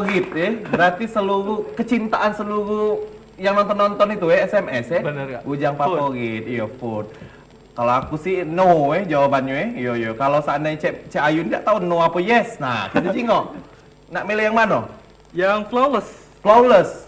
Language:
Musi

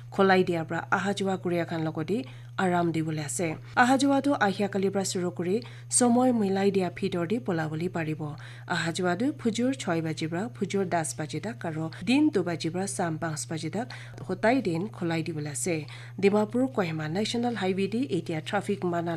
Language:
Naga Pidgin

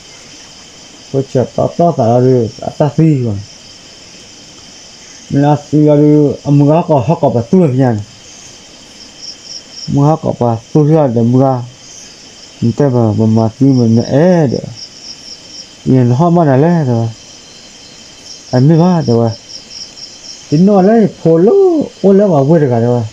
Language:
S'gaw Karen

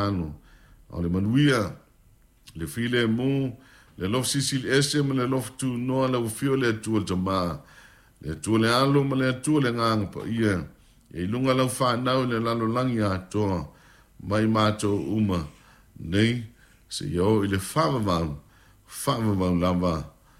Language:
Samoan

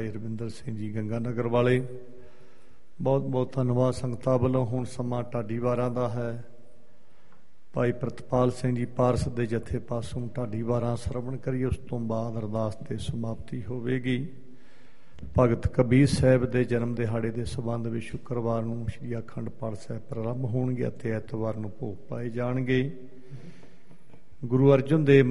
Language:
Punjabi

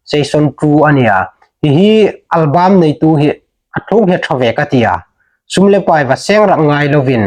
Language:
Hmar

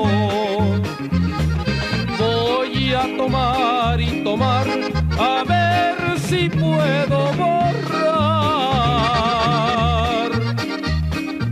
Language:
Spanish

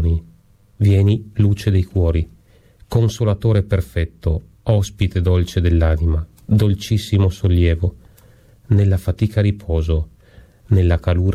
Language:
Italian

